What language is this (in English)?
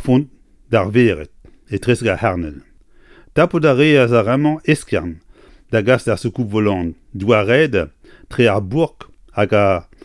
Breton